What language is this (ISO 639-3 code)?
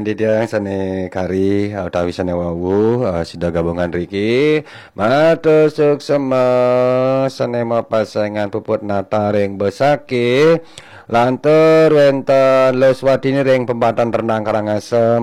ban